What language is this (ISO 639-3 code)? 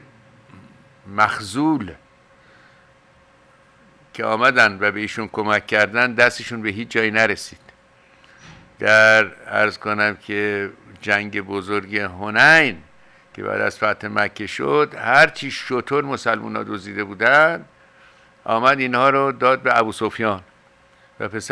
fas